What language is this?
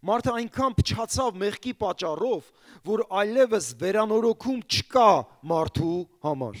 Armenian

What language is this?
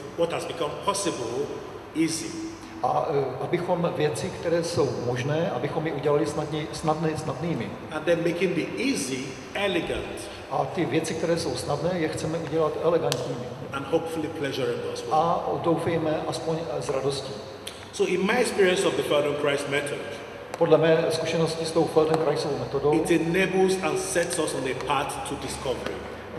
Czech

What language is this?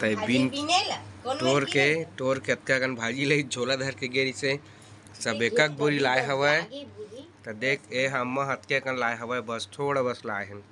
Chhattisgarhi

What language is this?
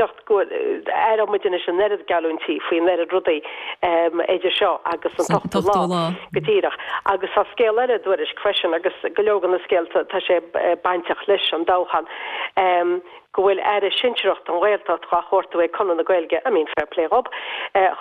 Irish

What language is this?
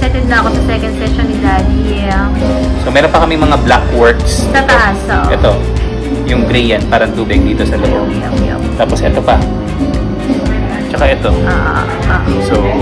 Filipino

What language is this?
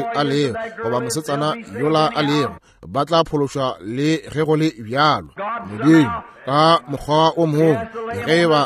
Northern Sotho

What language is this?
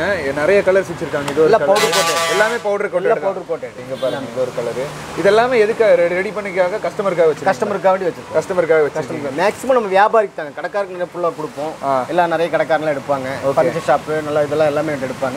Tamil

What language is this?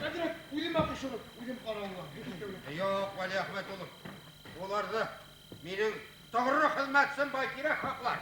Bashkir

